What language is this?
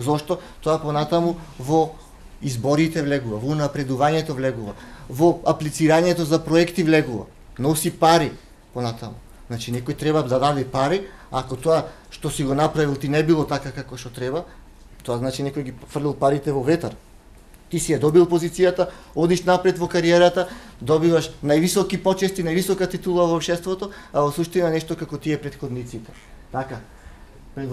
Macedonian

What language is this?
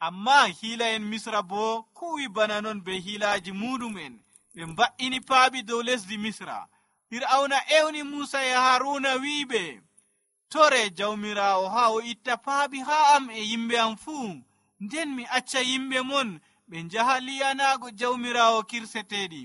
Nigerian Fulfulde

